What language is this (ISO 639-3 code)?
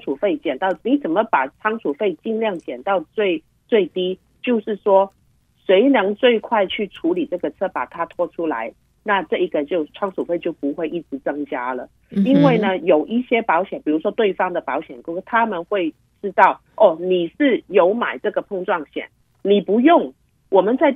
zho